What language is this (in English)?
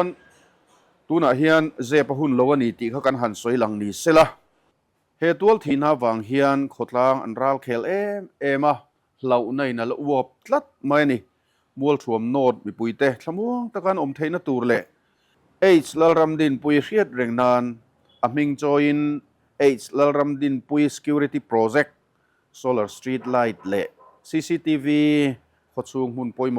Mizo